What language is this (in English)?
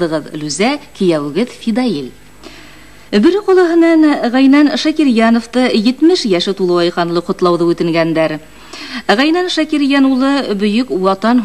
Bashkir